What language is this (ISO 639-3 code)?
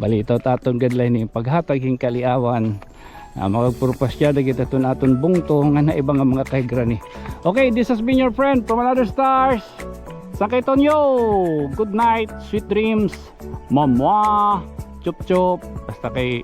war